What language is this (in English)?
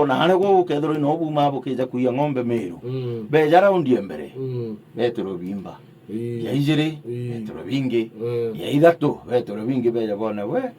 Meru